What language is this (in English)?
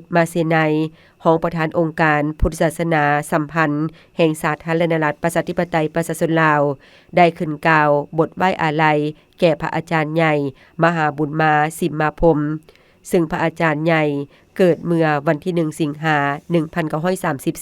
Lao